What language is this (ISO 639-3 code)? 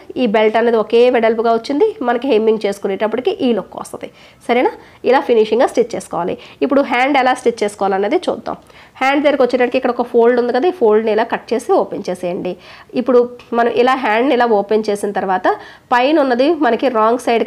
tel